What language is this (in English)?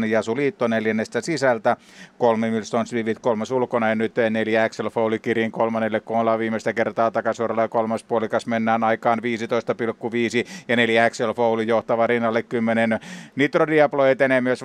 Finnish